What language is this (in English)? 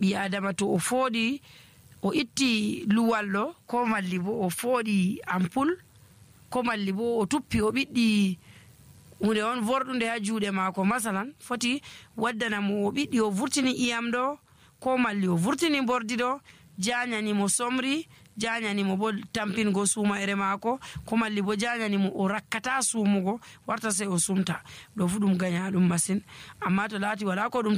Nigerian Fulfulde